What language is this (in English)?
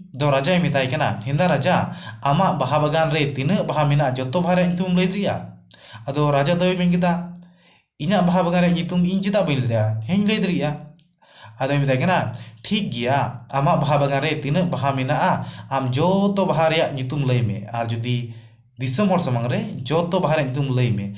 Santali